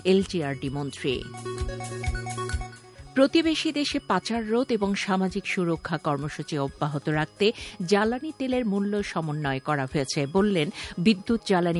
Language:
Bangla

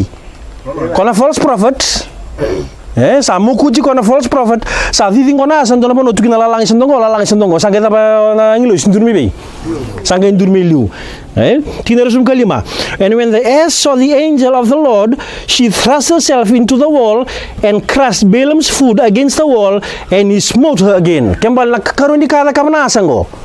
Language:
Fijian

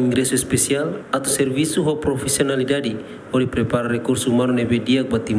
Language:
Tetum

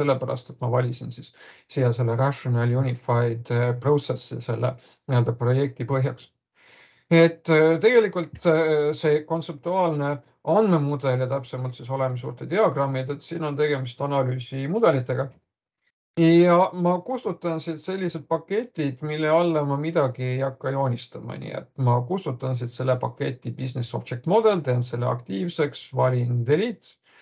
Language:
Estonian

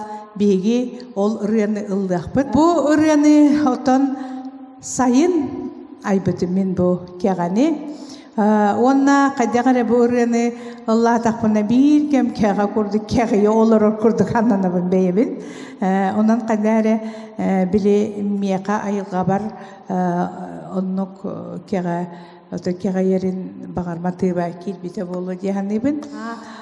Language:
Yakut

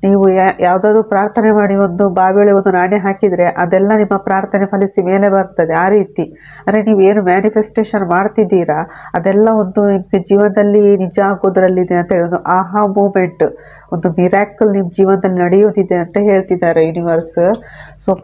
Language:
Kannada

